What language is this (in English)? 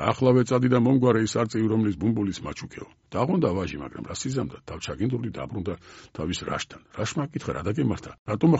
Georgian